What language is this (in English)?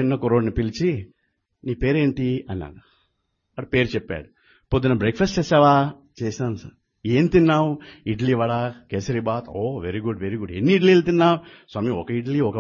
Telugu